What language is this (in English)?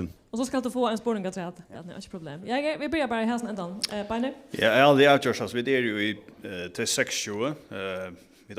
Faroese